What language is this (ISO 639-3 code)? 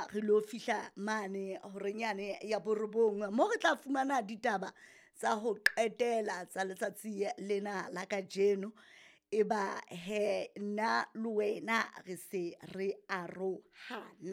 sot